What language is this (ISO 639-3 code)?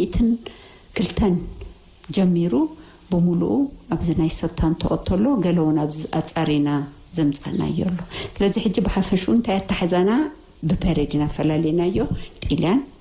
tir